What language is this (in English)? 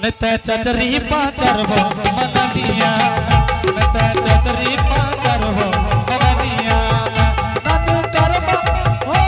Angika